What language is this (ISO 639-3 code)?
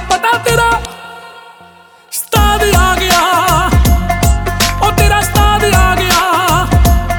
pan